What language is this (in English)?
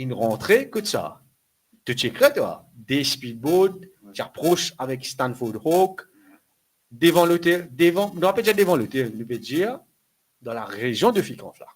Morisyen